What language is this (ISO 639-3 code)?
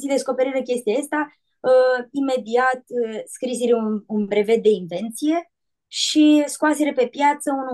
rup